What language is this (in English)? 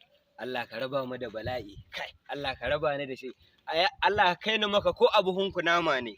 Hausa